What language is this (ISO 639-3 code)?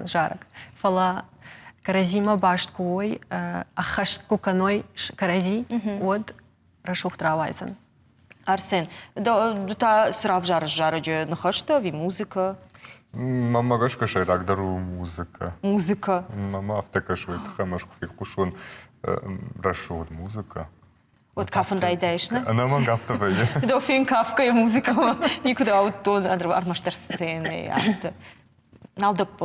oss